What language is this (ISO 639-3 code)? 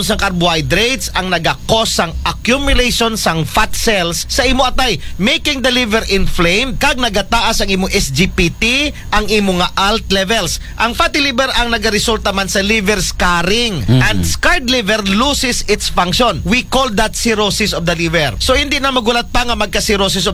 hil